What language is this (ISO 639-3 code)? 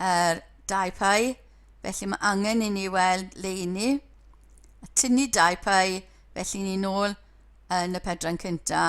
cym